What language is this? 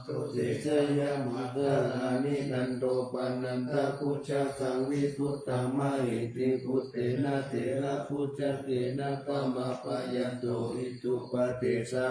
Pali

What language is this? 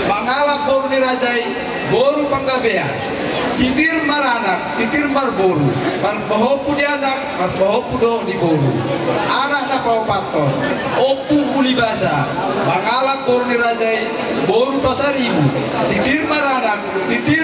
Batak Toba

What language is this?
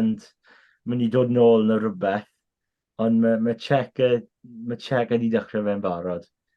Welsh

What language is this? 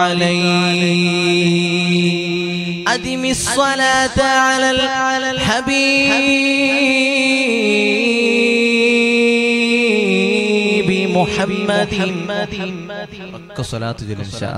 Malayalam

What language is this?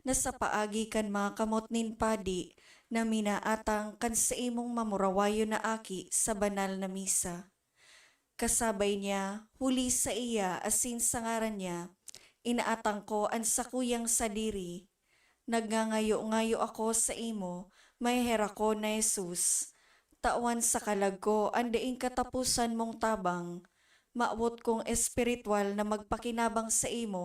Bikol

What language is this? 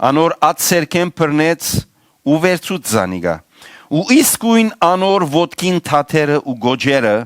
Western Armenian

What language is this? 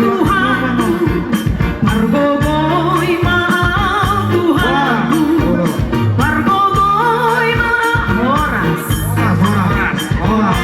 Batak Toba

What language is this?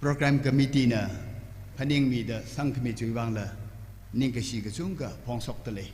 Tangkhul Naga (India)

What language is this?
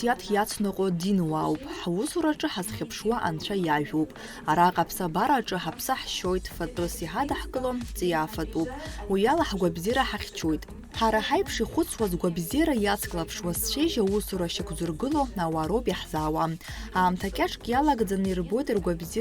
Abkhazian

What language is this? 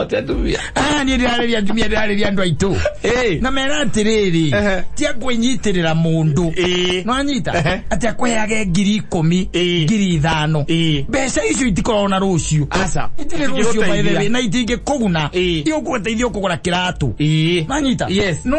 Kikuyu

